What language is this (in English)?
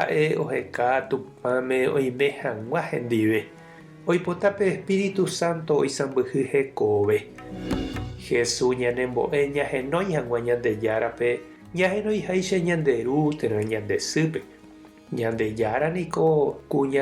Guarani